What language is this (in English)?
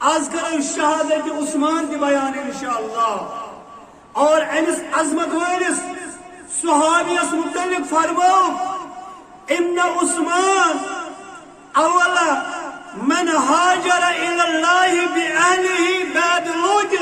Kashmiri